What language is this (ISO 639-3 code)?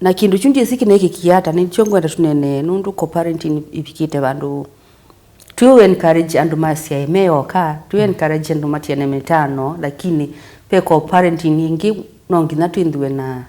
kam